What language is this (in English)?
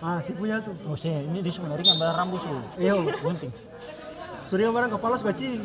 Ambonese Malay